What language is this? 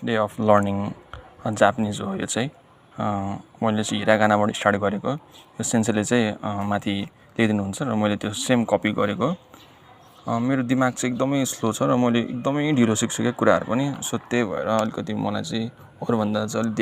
Nepali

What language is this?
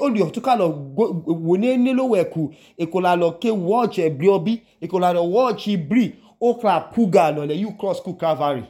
Idoma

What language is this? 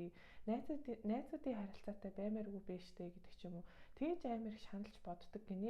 Mongolian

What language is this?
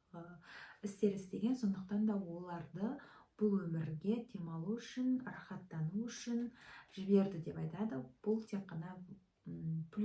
Kazakh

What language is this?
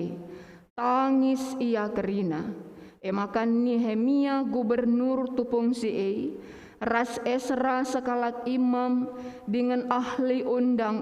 Batak Karo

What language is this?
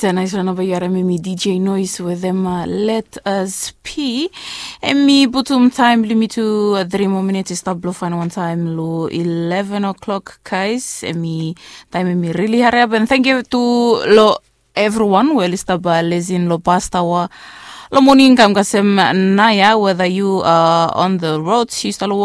Bislama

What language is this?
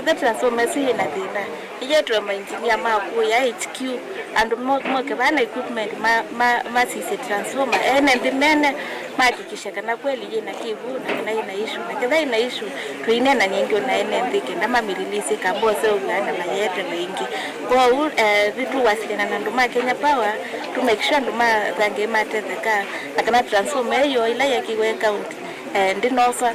Kamba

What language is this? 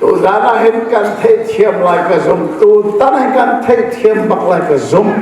Hakha Chin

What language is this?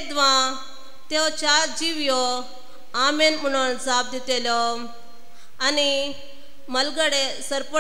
Konkani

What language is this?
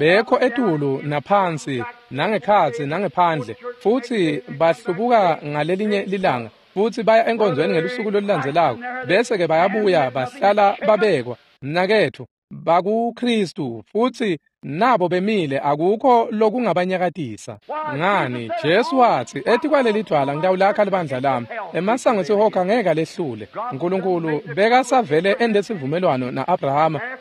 Swati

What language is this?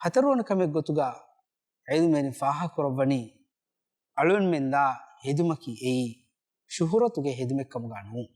Divehi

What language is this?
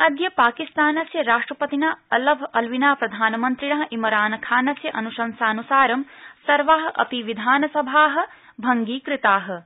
Sanskrit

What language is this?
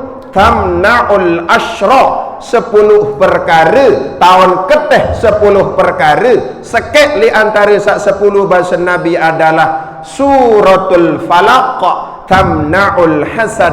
Sasak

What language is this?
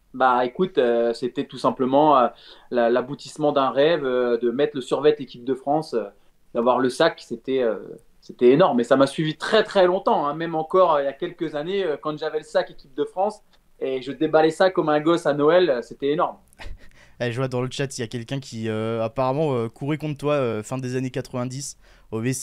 French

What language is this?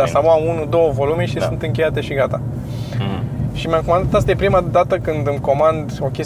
Romanian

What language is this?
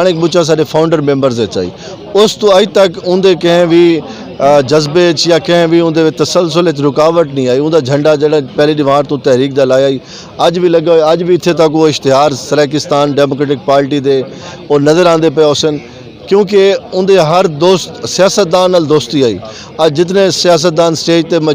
Saraiki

